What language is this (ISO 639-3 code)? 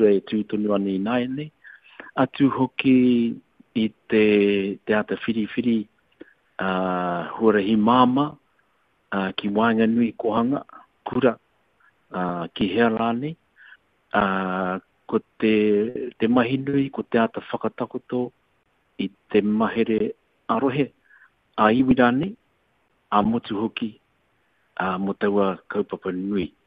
mri